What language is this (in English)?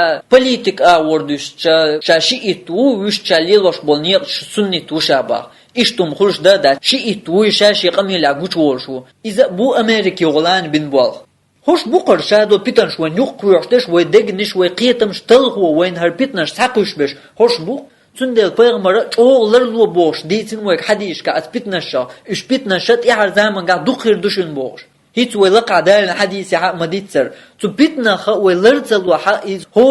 Chechen